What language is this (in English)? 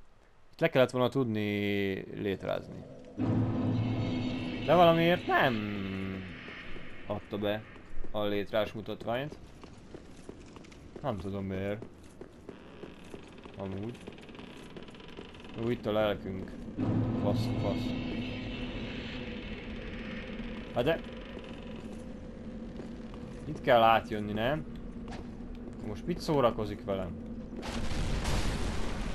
Hungarian